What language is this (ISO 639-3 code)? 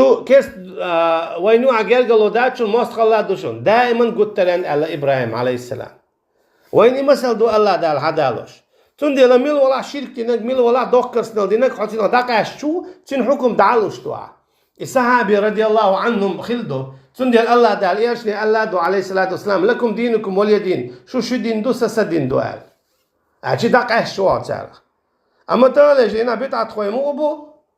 che